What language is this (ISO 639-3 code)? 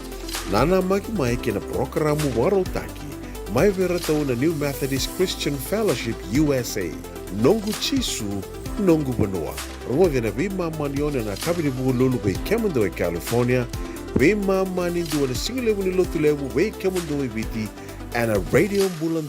fij